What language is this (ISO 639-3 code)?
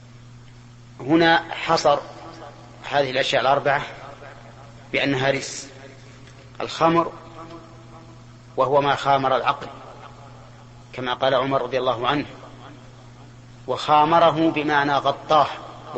ara